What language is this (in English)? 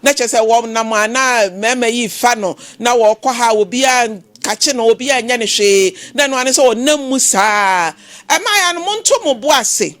Akan